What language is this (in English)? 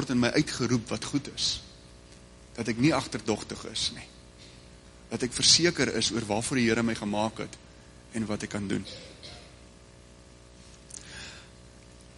Afrikaans